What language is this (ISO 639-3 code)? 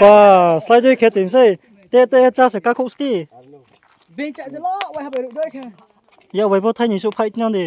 ria